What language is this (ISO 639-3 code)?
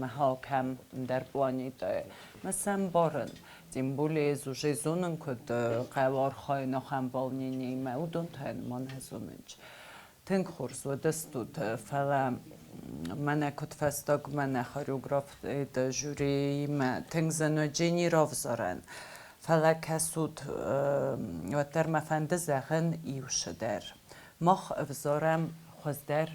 oss